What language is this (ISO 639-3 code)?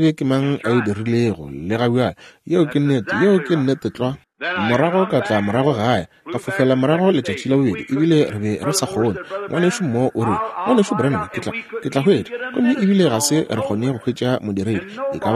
nso